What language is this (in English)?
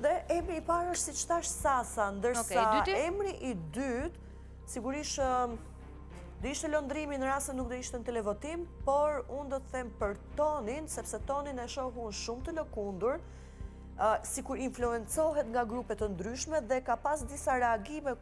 Albanian